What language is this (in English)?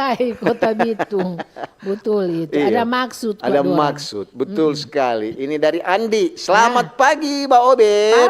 Manado Malay